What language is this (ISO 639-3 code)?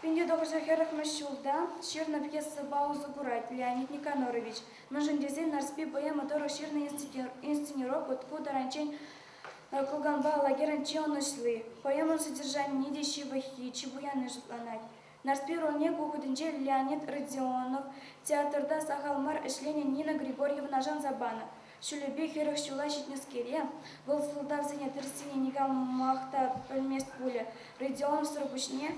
chv